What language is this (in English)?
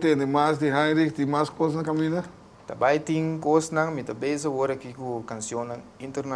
Papiamento